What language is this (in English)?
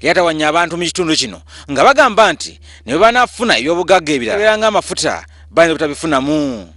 Ganda